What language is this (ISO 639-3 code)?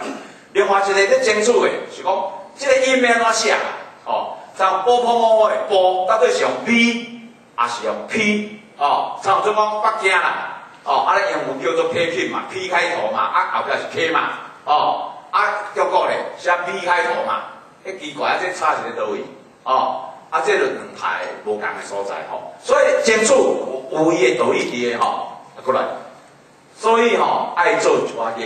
nan